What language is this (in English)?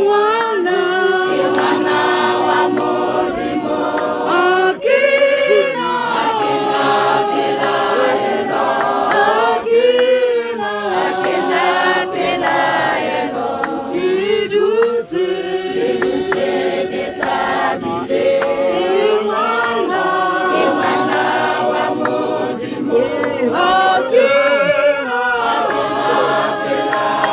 Tswana